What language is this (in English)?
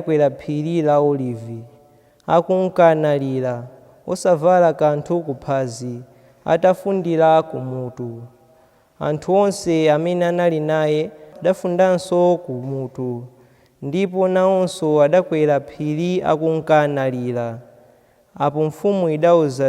Nyanja